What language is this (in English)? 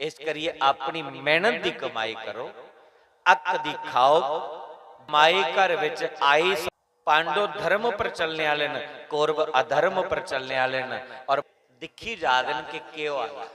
Dogri